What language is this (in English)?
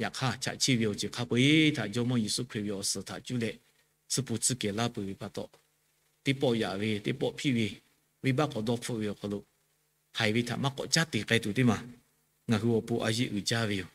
Lahu